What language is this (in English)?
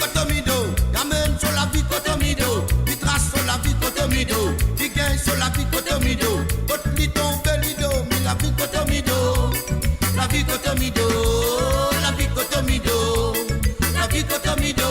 Morisyen